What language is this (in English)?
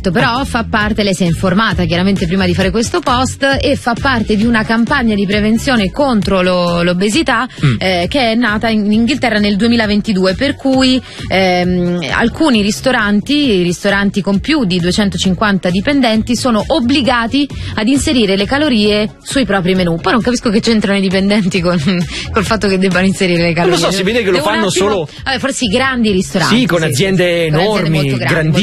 Italian